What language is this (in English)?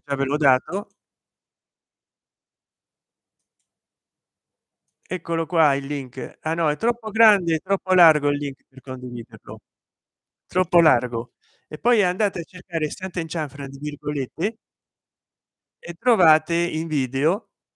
Italian